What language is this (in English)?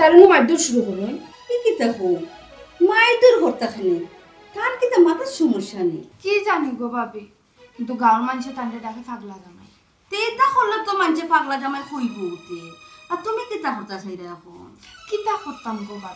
Sylheti